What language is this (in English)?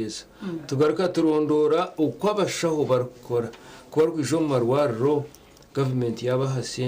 Nyankole